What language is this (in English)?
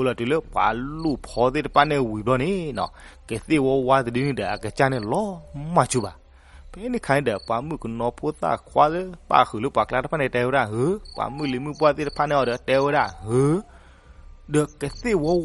S'gaw Karen